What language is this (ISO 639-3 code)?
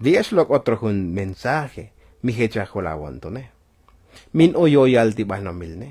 tzo